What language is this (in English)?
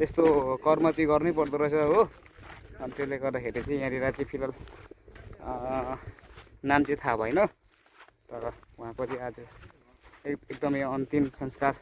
Nepali